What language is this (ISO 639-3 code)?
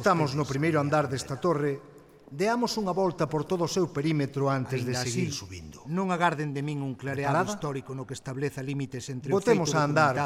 glg